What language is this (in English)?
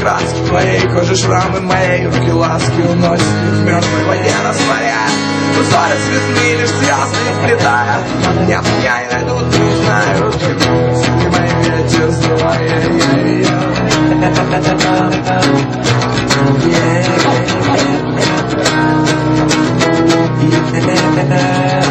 Russian